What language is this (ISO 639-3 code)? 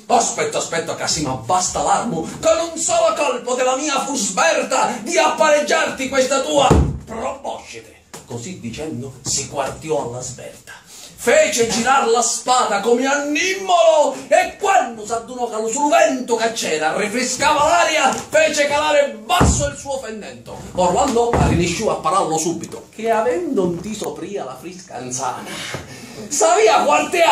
scn